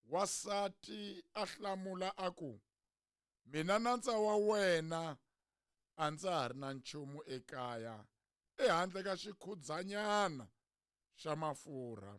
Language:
Tsonga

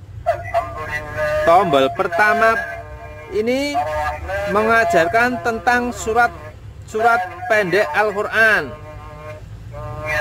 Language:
Indonesian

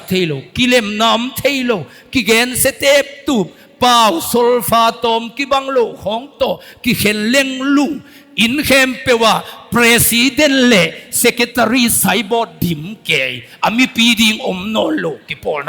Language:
Tedim Chin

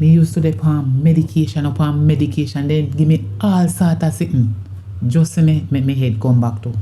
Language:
Jamaican Creole English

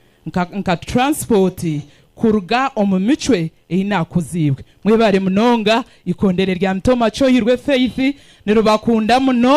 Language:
Nyankole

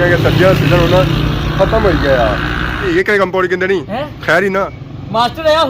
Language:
Pahari-Potwari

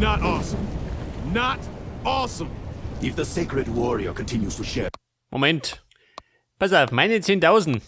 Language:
Bavarian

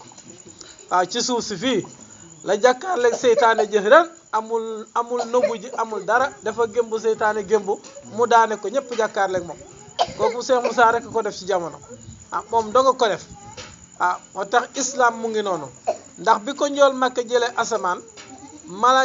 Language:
Wolof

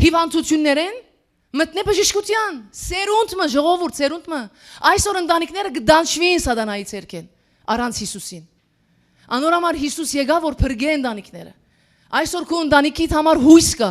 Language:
Western Armenian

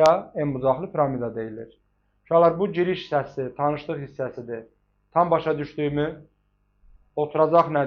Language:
Azerbaijani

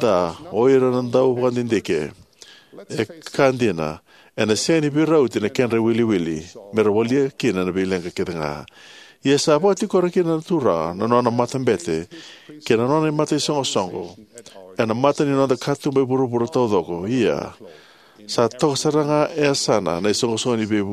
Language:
Fijian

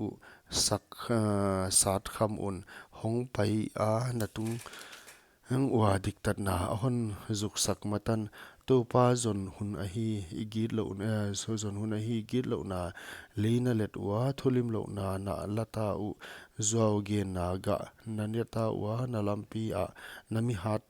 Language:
Paite Chin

